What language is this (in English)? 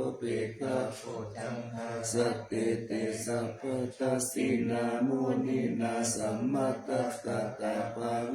Pali